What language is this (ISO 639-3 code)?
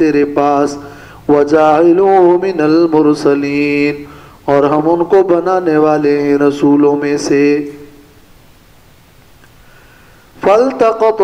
urd